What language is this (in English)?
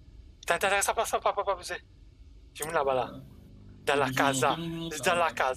Morisyen